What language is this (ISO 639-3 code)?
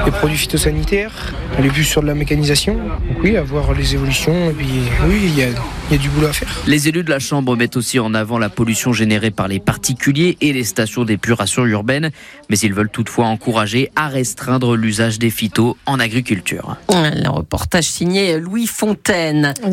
fra